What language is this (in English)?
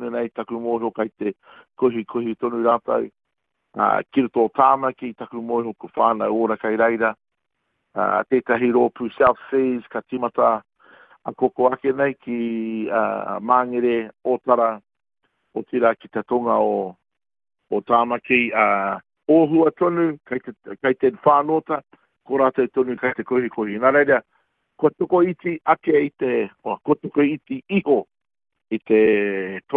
Māori